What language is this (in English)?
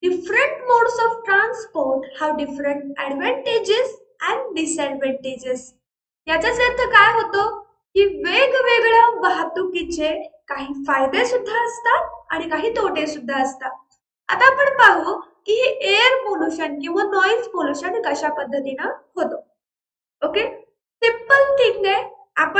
Marathi